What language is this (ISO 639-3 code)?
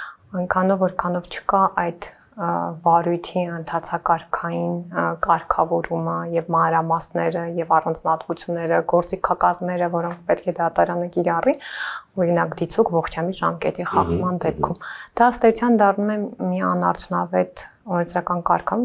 hye